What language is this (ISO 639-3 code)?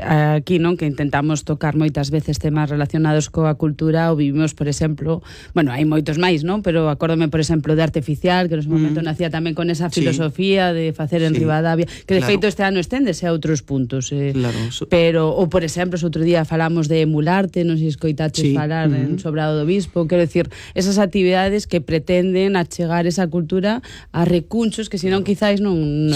glg